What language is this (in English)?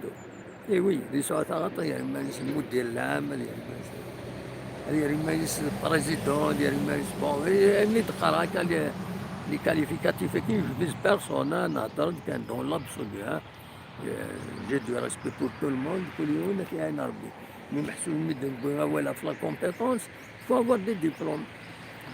Kabyle